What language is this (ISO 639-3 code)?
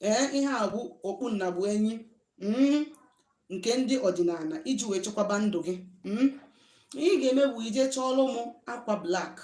ibo